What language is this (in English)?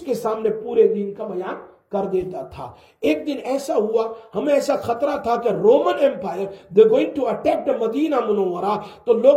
Urdu